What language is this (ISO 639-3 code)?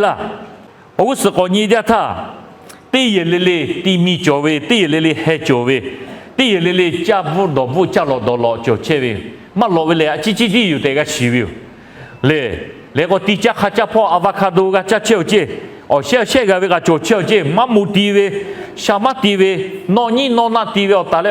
lhu